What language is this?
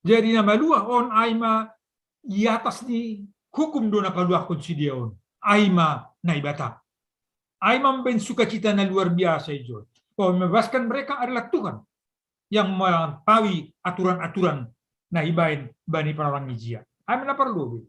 Batak Simalungun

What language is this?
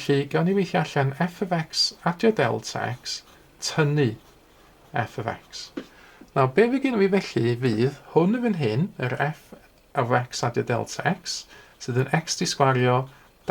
Welsh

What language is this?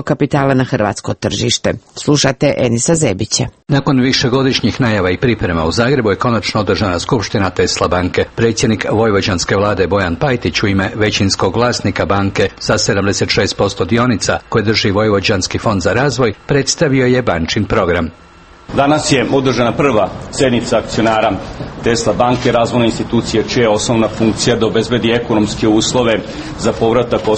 Croatian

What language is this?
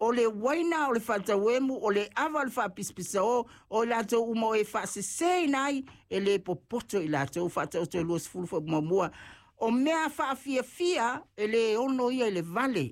Samoan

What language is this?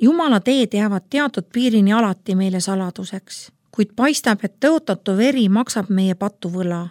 Estonian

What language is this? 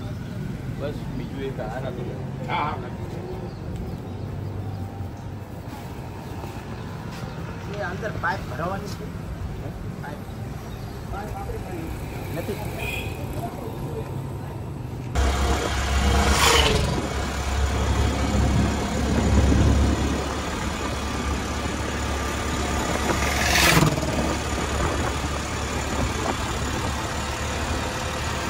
Gujarati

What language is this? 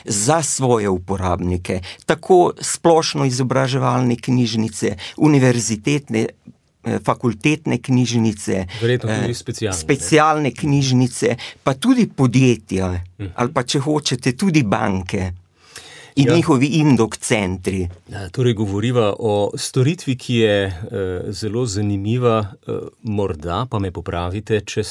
Slovenian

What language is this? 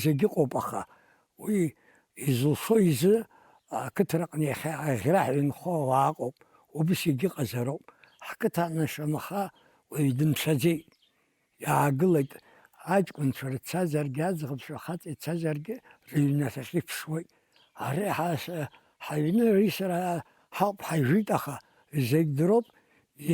Abkhazian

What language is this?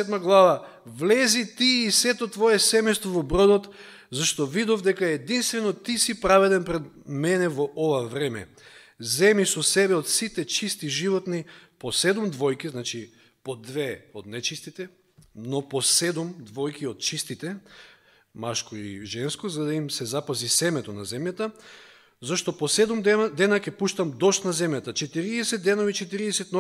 Macedonian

